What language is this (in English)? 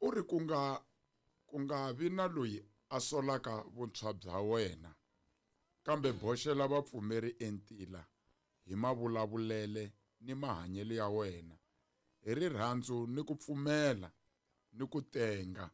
Tsonga